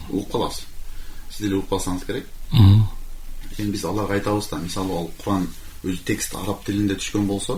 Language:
Kyrgyz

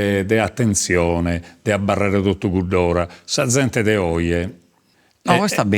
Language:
Sardinian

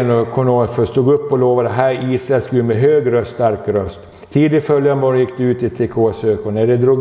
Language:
Swedish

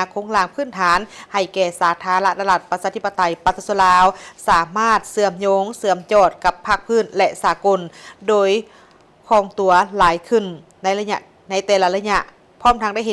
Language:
Lao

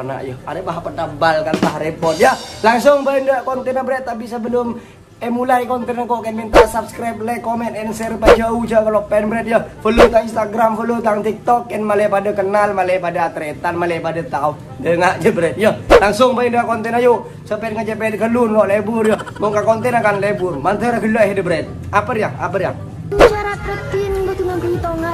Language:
Madurese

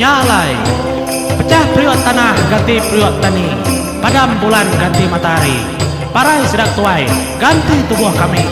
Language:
Iban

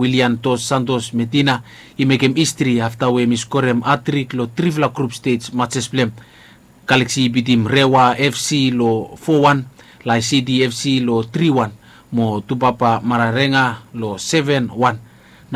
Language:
Bislama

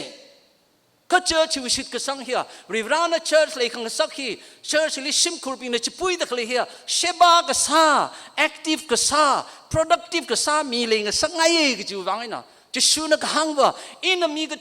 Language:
Tangkhul Naga (India)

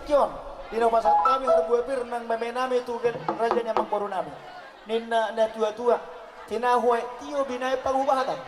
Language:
Batak Toba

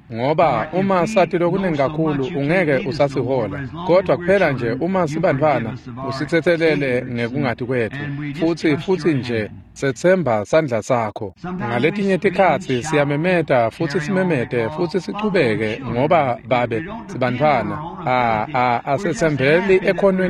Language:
Swati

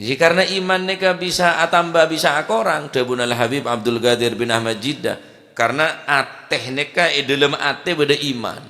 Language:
Madurese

